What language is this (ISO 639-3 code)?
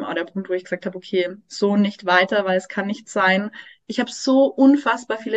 deu